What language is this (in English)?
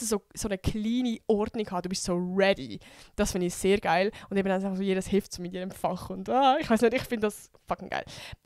Swiss German